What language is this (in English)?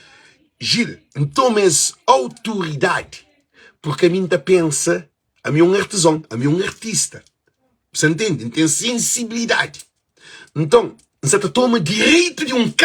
Kabuverdianu